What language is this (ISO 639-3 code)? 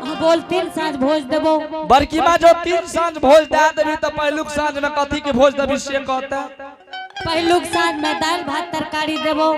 anp